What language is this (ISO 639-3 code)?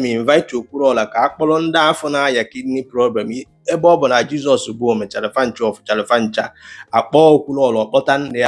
ibo